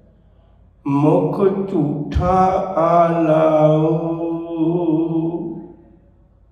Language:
Punjabi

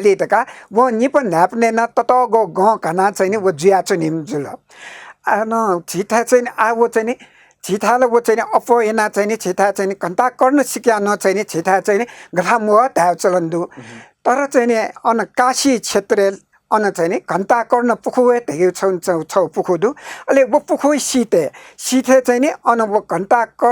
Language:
Newari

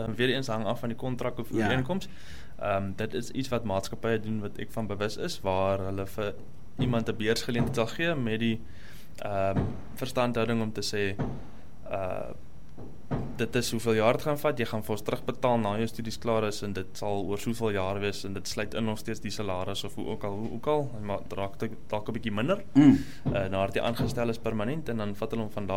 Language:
Afrikaans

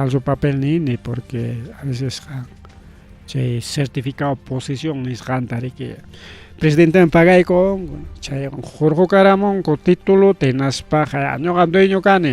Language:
Ayacucho Quechua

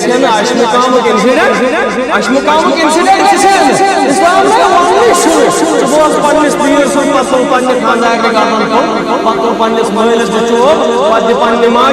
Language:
Kashmiri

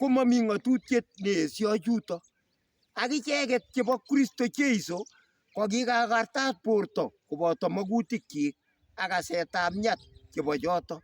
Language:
Kalenjin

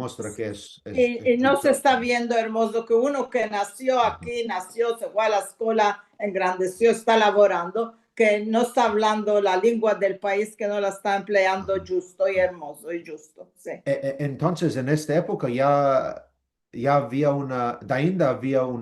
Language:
Ladino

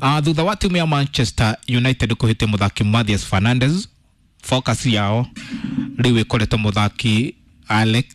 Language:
Kikuyu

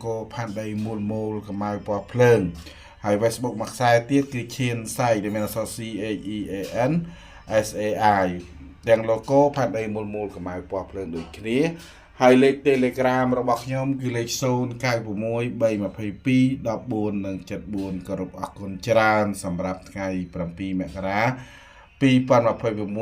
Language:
Khmer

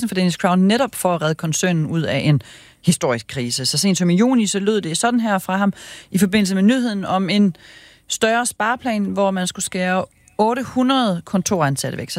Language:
Danish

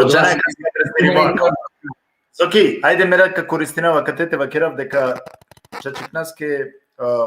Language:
Balkan Romani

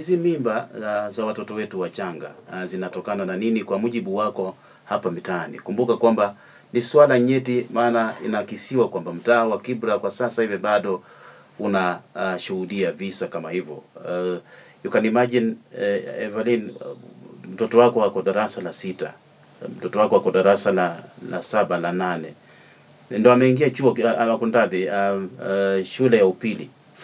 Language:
Swahili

